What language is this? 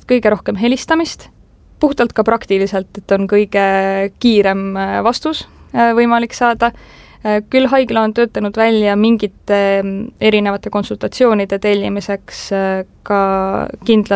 Estonian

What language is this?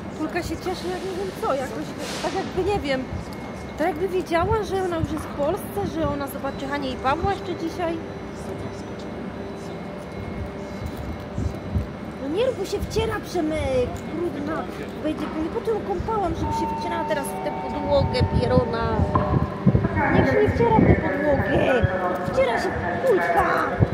Polish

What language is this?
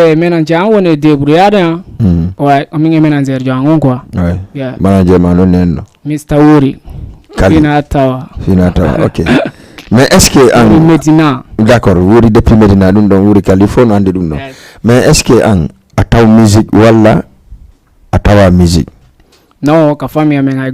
Fula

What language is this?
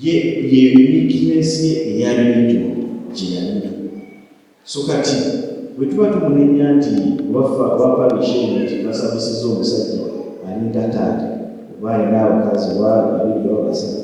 Ganda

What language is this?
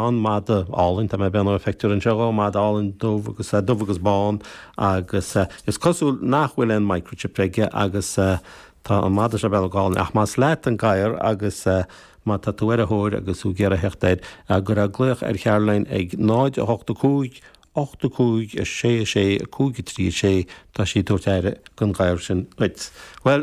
Irish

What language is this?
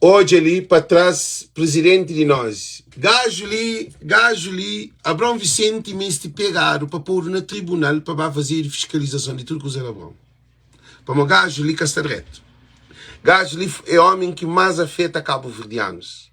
Kabuverdianu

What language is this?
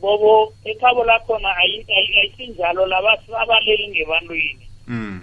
South Ndebele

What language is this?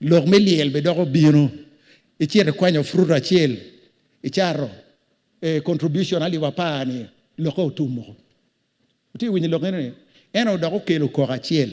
Acoli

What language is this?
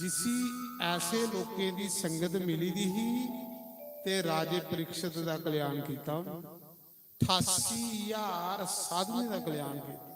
Dogri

